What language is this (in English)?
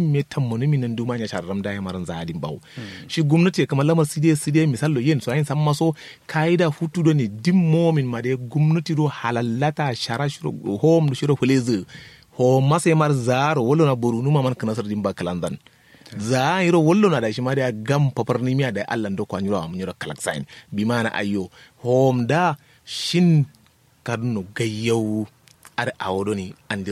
Kanuri